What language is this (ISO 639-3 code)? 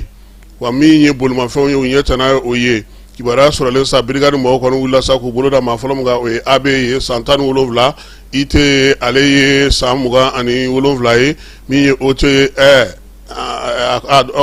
bam